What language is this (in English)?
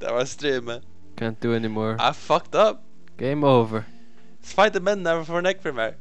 Faroese